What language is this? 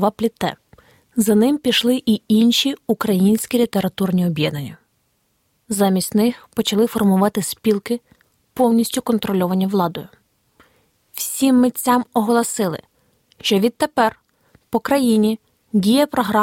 Ukrainian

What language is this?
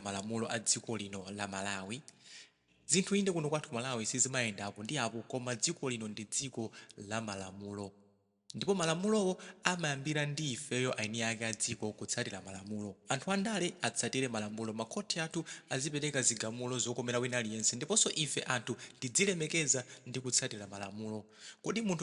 Nyanja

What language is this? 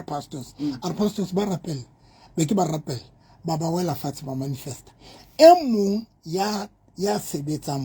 Southern Sotho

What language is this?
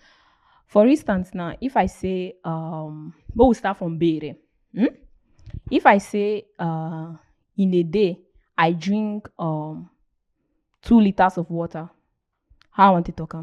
Nigerian Pidgin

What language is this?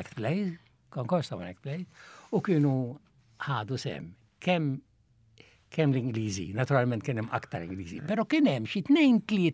Maltese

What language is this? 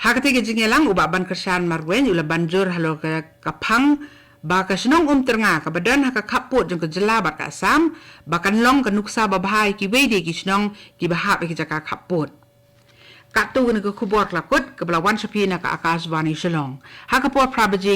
Khasi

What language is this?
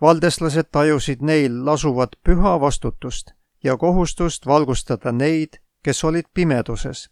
Estonian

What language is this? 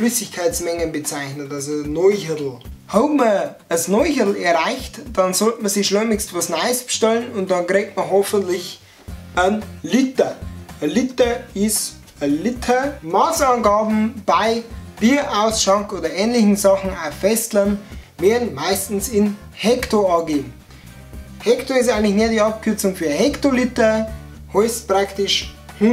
Bavarian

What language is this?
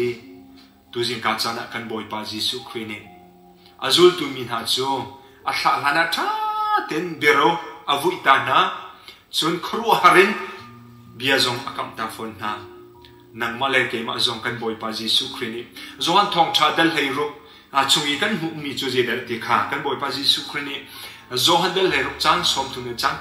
Hakha Chin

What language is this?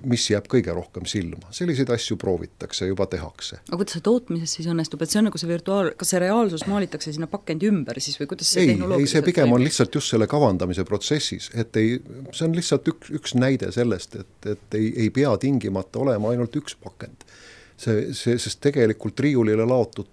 Estonian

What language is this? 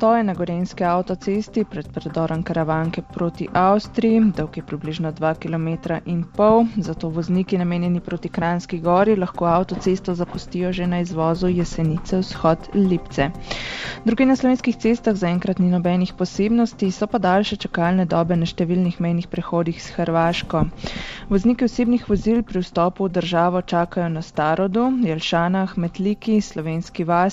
Slovenian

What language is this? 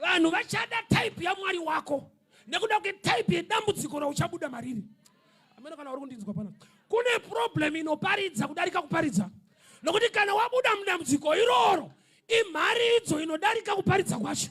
Shona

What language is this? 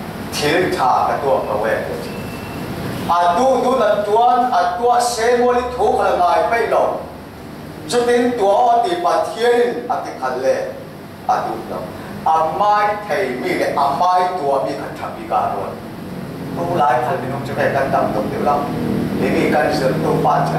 Falam Chin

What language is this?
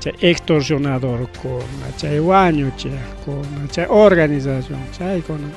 Ayacucho Quechua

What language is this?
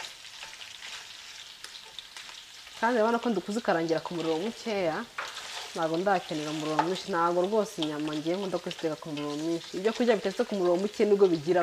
Kinyarwanda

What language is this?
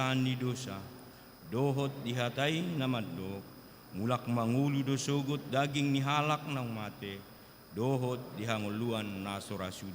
Batak Toba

